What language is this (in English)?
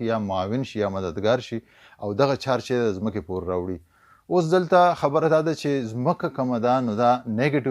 Pashto